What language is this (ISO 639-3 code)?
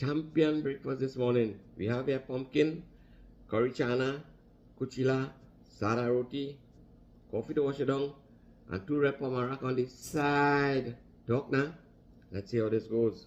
jam